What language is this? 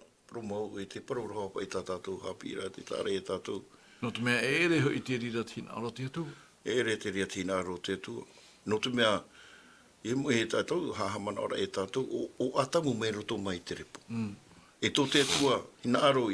Tahitian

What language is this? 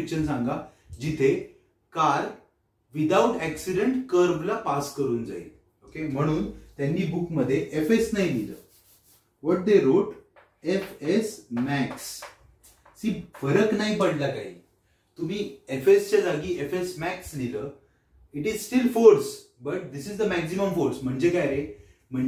Marathi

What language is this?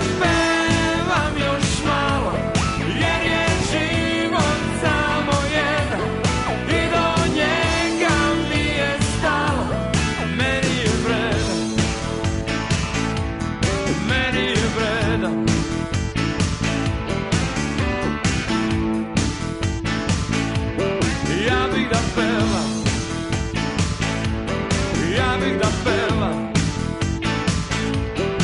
Serbian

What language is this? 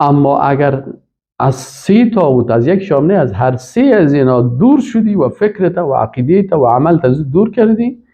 Persian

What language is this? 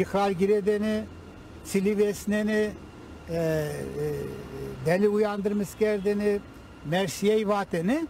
Zaza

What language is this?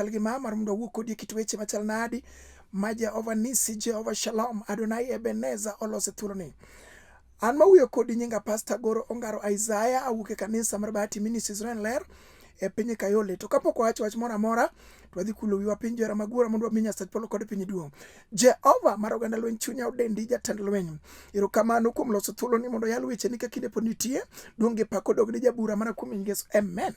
Luo (Kenya and Tanzania)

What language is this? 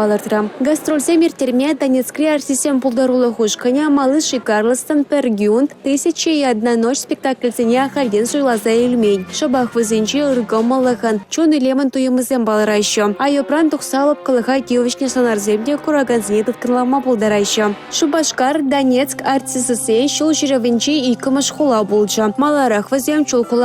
Chuvash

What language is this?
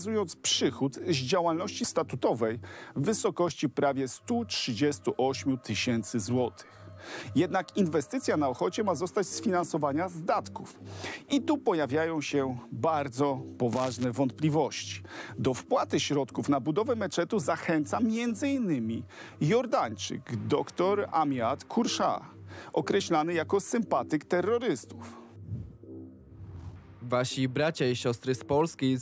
Polish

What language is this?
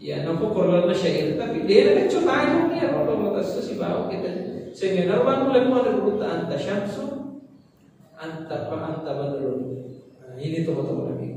Buginese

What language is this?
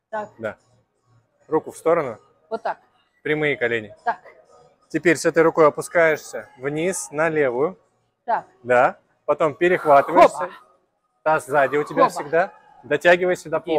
Russian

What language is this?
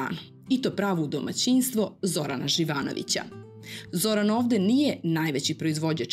Serbian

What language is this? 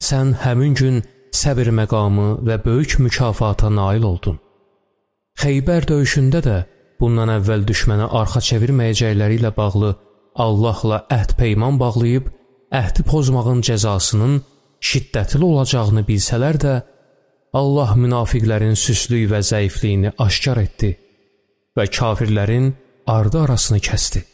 Azerbaijani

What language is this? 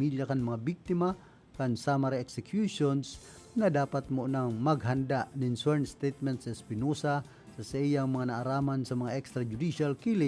Bikol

